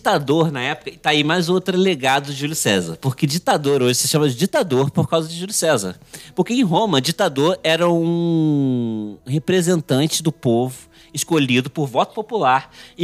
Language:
Portuguese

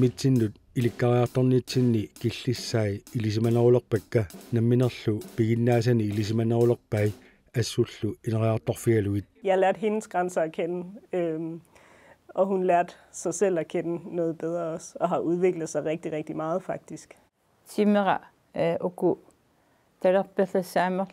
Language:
Kalaallisut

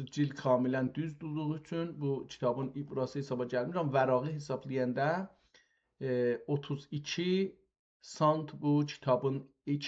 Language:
South Azerbaijani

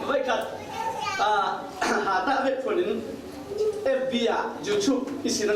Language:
Falam Chin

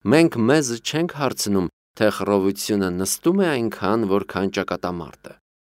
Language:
Armenian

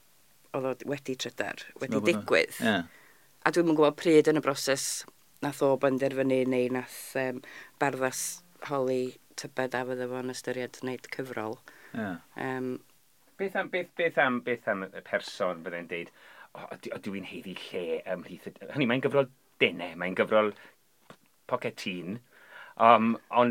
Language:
Welsh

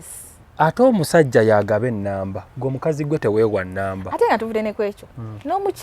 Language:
Ganda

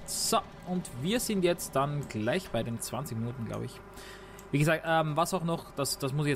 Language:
German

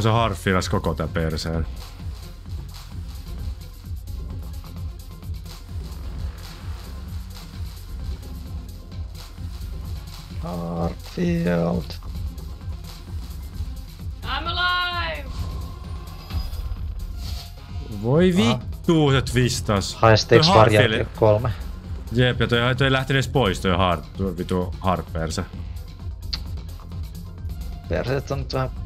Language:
Finnish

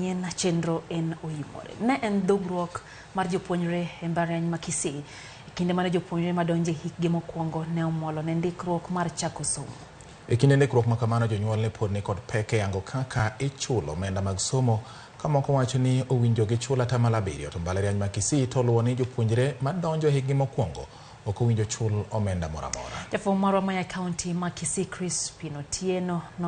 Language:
Luo (Kenya and Tanzania)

